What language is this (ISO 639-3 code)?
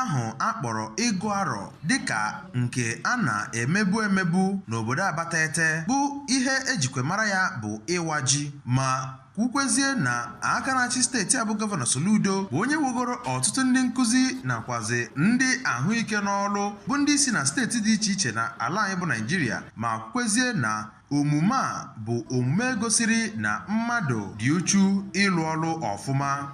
ibo